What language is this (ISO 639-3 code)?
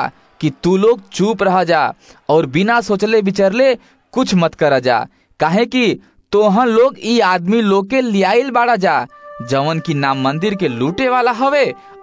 bho